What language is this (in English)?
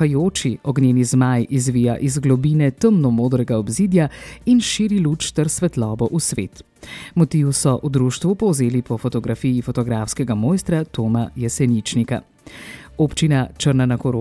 Slovenian